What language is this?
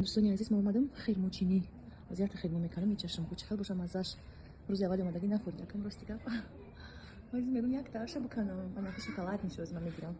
Tajik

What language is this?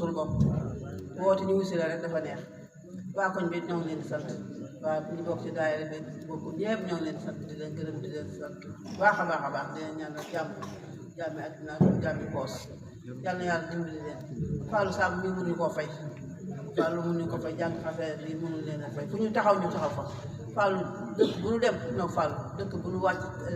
Wolof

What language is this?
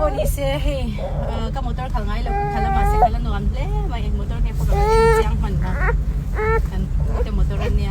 Mizo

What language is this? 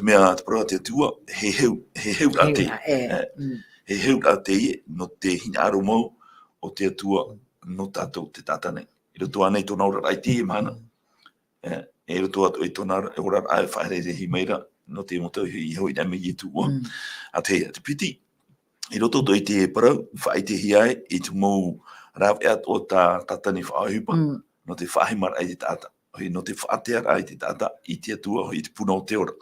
Tahitian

